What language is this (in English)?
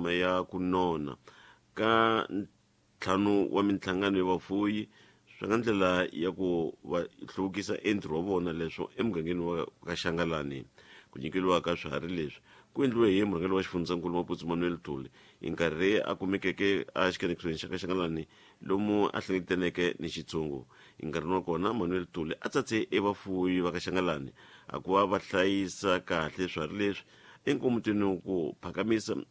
Tsonga